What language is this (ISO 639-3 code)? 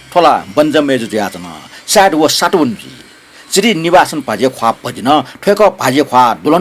new